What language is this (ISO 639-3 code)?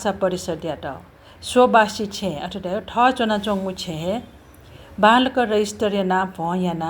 new